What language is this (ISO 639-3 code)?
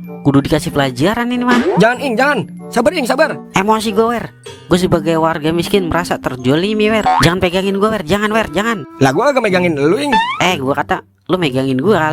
bew